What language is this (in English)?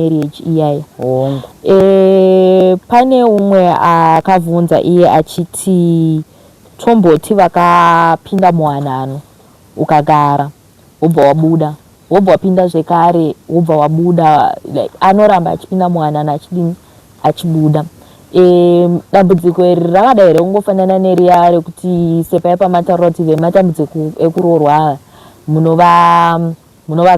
Shona